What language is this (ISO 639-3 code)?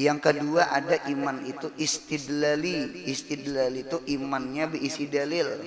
bjn